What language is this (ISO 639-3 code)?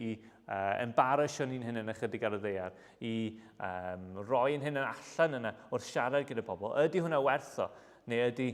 cym